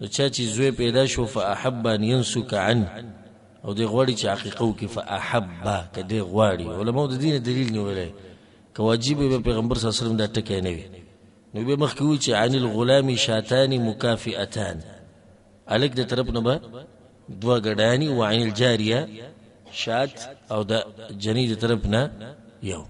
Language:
Pashto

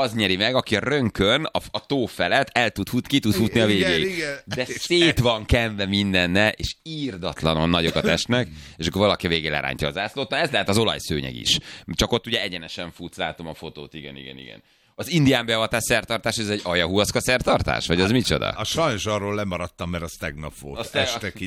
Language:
Hungarian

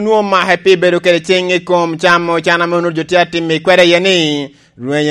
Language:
Lango (Uganda)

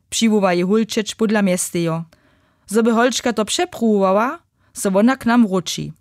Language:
Upper Sorbian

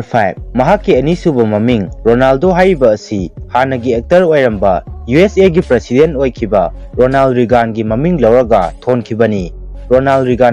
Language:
Manipuri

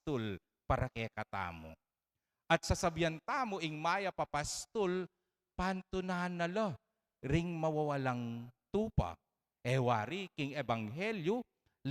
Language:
Pampanga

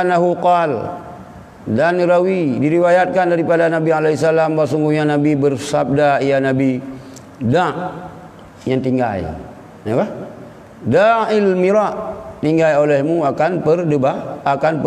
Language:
Achinese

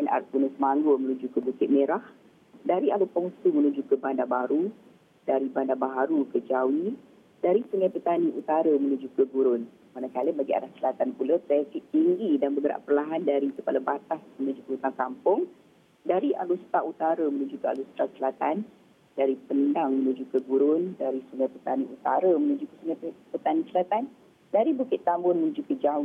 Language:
Malay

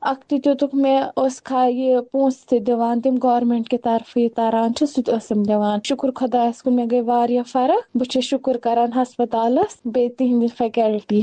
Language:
Kashmiri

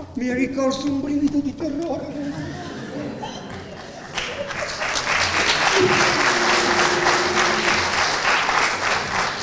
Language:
Italian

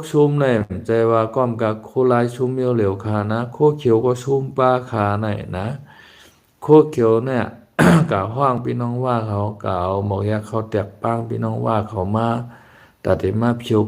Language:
Shan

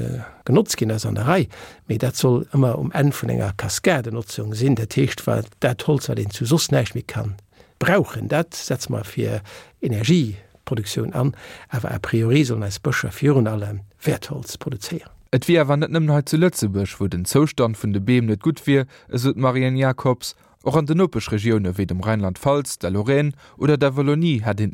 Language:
Luxembourgish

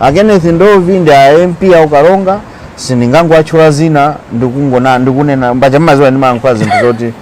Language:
Nyanja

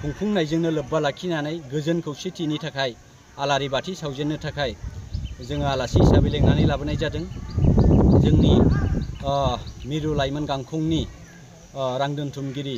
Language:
Bodo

